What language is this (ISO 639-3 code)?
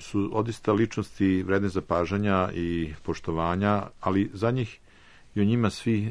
srp